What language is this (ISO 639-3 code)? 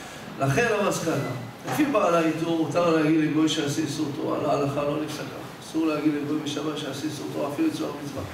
heb